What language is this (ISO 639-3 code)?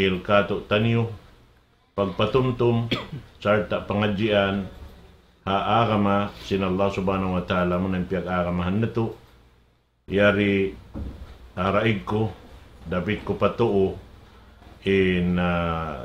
tsg